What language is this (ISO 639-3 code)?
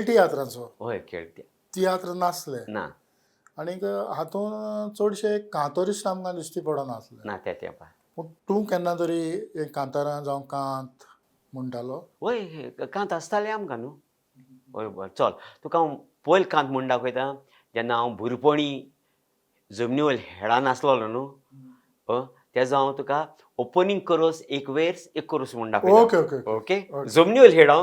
kok